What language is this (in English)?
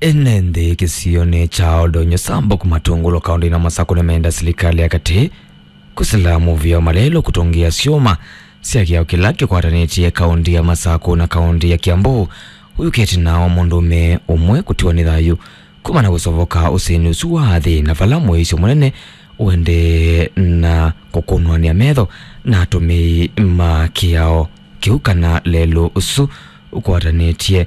Kamba